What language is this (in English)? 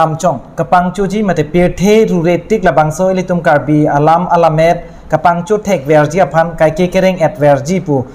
Karbi